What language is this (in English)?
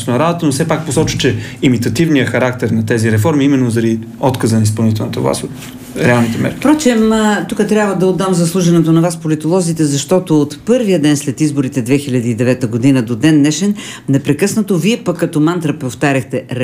Bulgarian